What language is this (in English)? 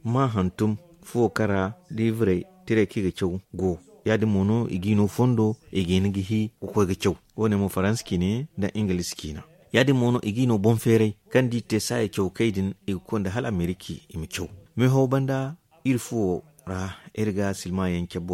Zarma